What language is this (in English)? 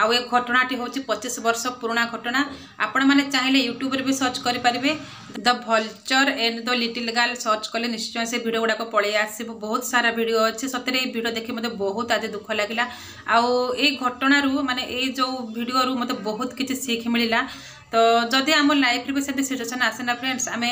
Odia